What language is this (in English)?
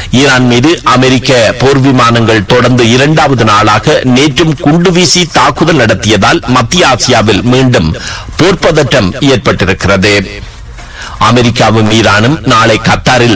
Tamil